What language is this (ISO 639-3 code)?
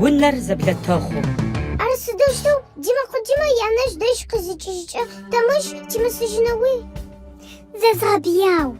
ady